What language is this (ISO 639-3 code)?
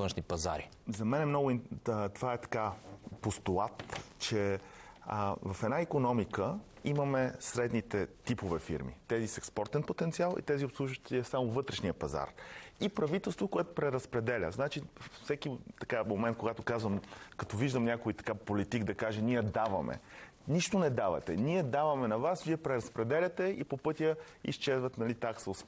bul